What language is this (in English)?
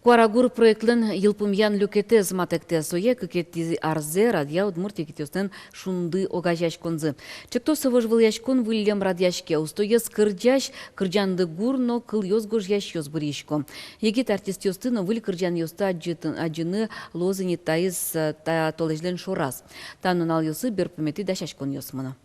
Udmurt